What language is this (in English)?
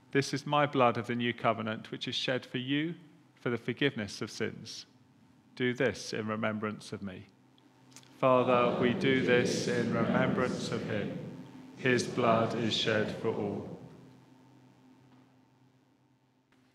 English